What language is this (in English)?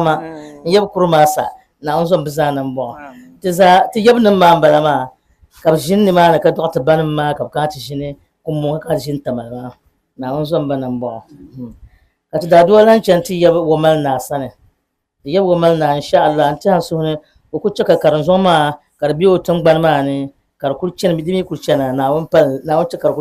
Dagbani